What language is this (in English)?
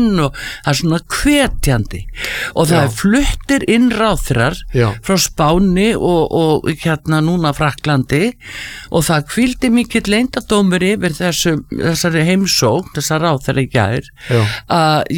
Icelandic